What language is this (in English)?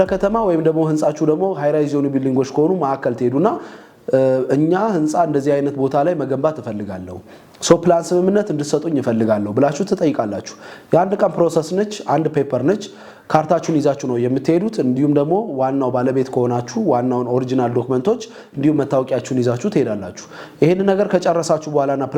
Amharic